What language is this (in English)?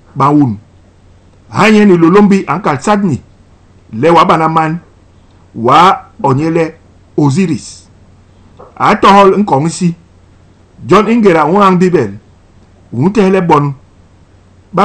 Basaa